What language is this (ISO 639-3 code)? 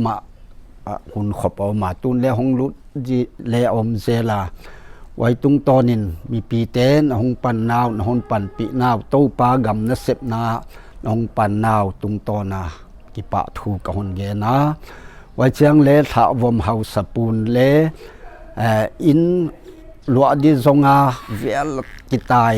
pck